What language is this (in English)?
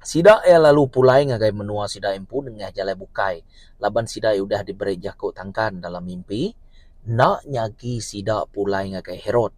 Iban